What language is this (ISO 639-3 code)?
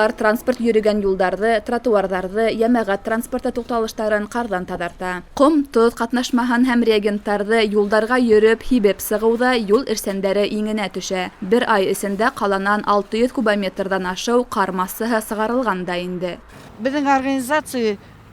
bak